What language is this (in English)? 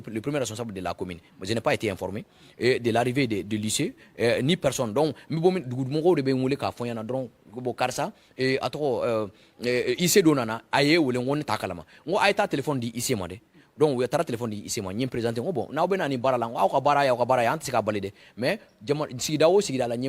Bambara